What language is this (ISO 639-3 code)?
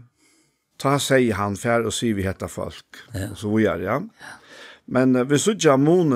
fao